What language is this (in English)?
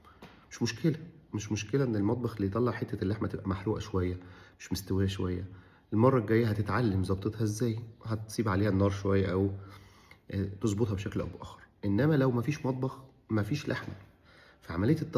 Egyptian Arabic